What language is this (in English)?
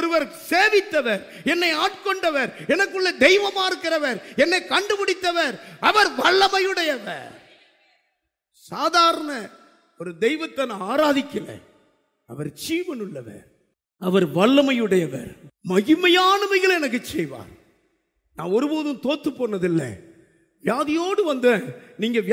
Tamil